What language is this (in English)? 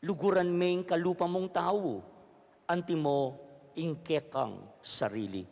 Pampanga